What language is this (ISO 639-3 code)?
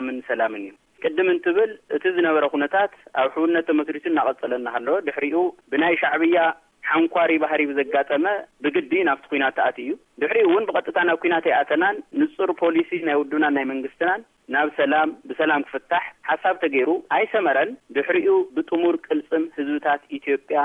tir